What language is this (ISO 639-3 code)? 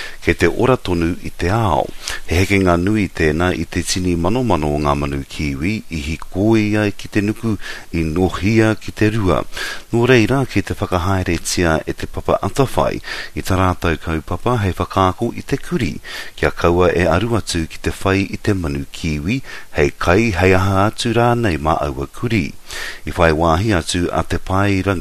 mri